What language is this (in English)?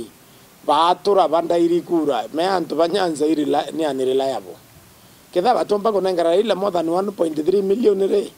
Meru